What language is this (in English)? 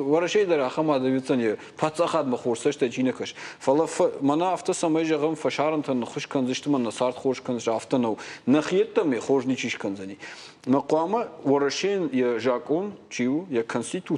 Ossetic